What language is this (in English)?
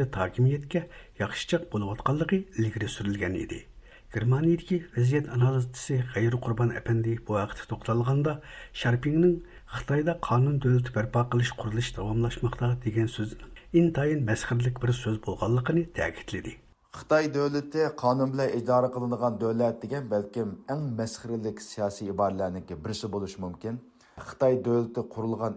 Uyghur